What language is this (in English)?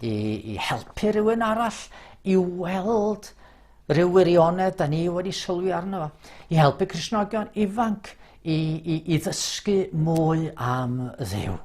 Welsh